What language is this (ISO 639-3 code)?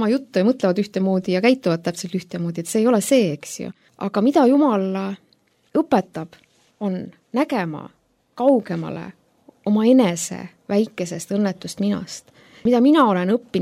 est